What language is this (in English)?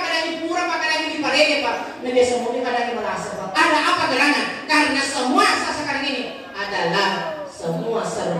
Buginese